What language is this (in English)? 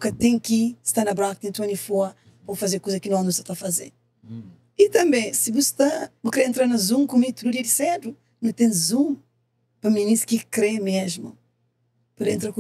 Kabuverdianu